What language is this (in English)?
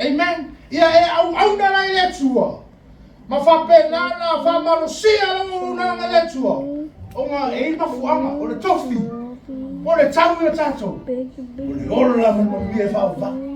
Samoan